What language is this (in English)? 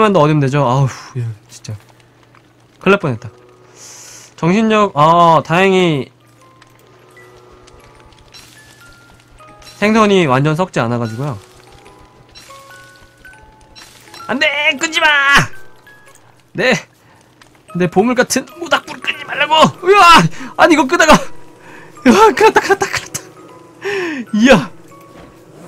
Korean